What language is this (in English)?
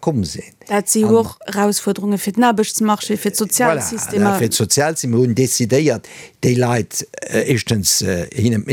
Luxembourgish